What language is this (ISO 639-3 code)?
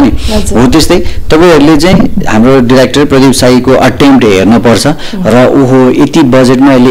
nep